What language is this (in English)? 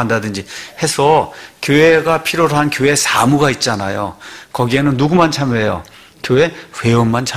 Korean